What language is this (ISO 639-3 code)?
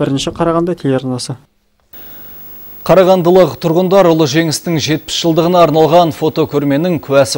kaz